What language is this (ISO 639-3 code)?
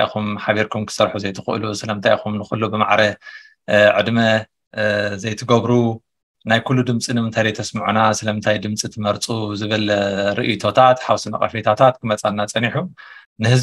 tir